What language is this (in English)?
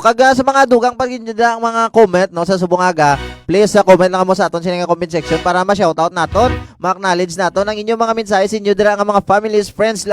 Hiligaynon